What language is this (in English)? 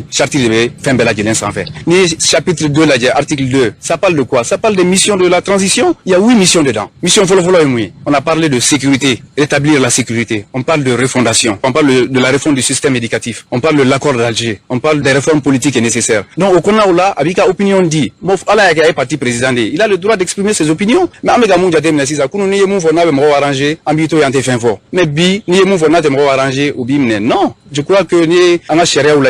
Bambara